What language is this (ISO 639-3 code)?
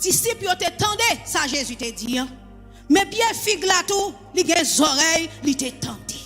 hat